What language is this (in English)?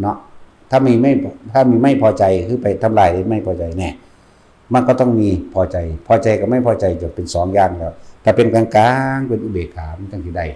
Northeastern Thai